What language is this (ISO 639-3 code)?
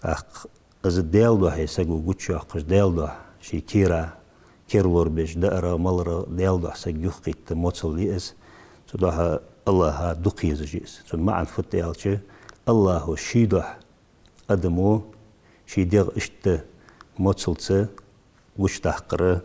inh